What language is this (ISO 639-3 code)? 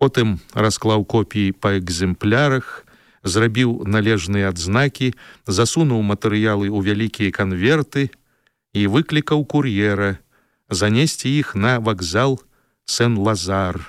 bel